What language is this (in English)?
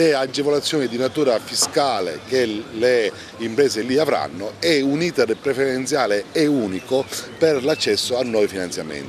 Italian